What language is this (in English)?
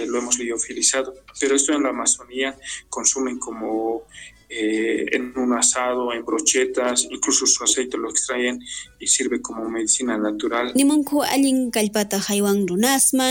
South Bolivian Quechua